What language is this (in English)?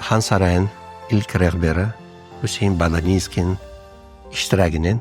Crimean Tatar